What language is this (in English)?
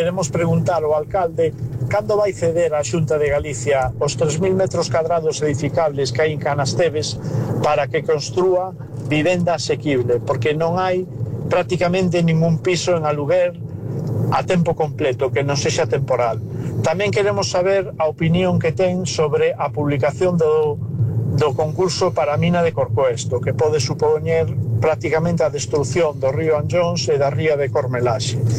Galician